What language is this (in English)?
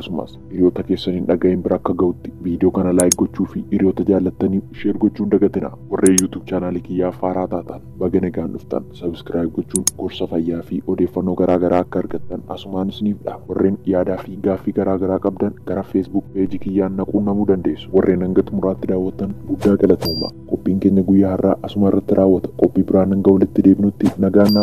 Oromo